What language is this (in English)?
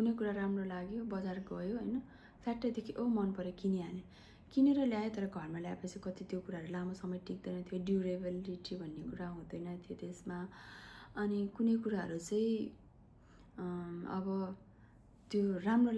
Nepali